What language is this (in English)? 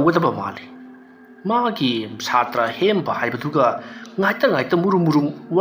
Manipuri